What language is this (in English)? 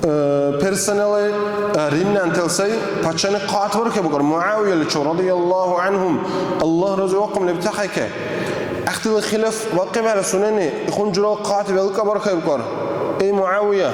Dargwa